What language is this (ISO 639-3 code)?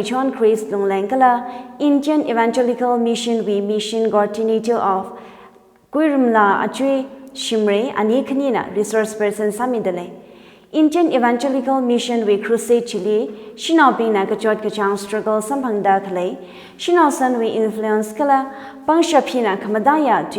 nmf